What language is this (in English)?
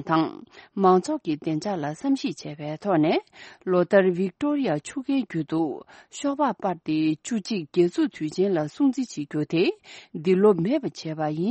Tibetan